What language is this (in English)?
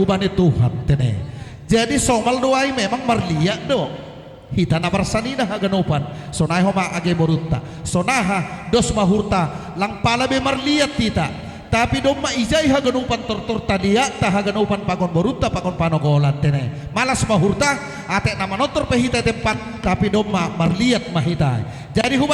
Batak Simalungun